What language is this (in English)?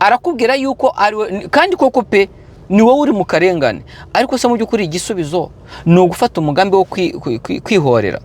Kinyarwanda